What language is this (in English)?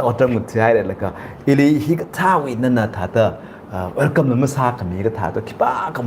Tangkhul Naga (India)